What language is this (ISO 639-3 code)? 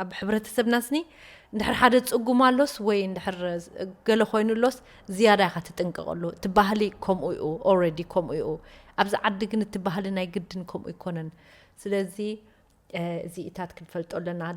tir